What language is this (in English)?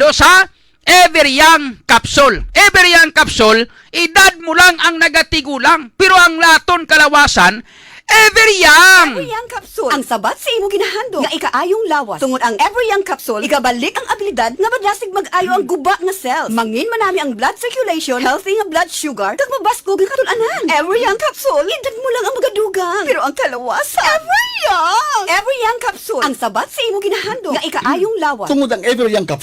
Hiligaynon